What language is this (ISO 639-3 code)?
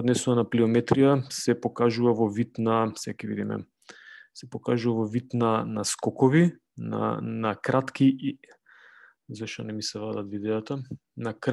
mkd